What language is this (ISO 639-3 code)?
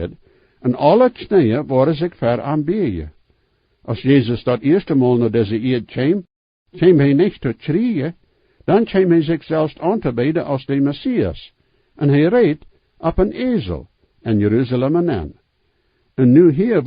pdt